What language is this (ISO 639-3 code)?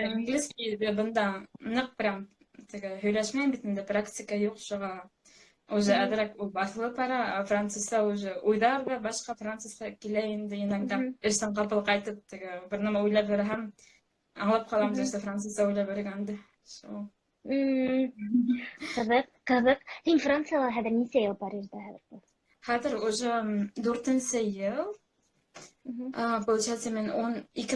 bak